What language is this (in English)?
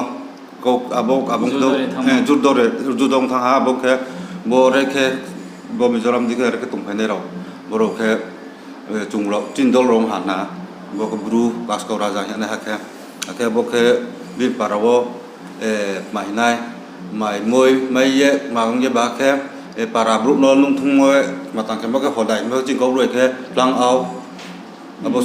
Riang (India)